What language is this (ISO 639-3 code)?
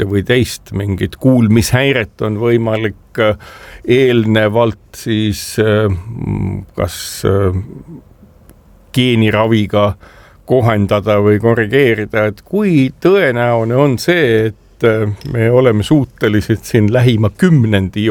est